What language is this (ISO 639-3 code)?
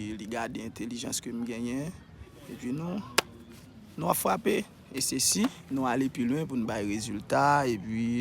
hat